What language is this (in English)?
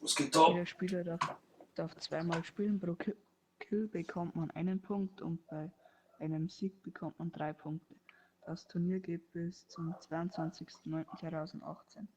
Bavarian